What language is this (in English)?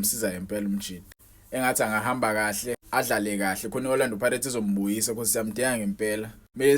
Zulu